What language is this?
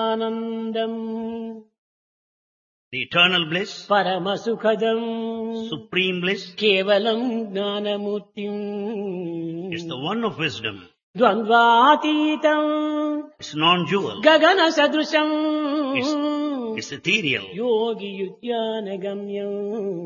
Telugu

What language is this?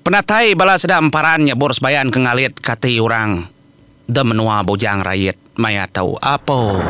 Iban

